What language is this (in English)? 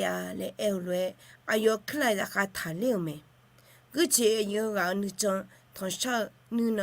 Akha